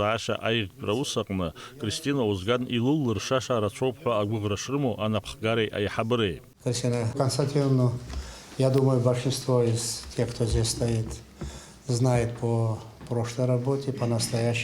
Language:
Abkhazian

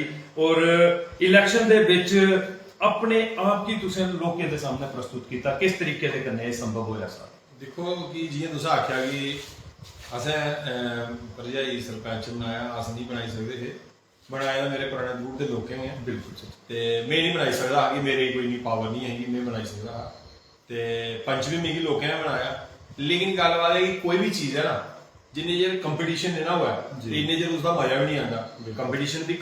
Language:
Dogri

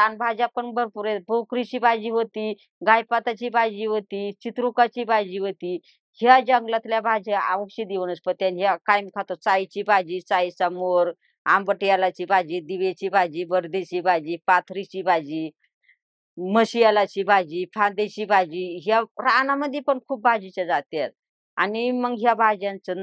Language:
Marathi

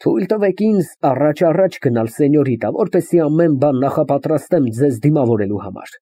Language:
Armenian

